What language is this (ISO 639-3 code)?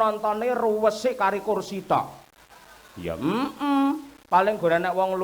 jav